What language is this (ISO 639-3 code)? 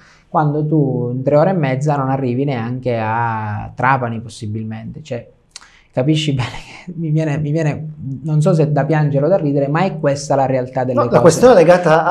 ita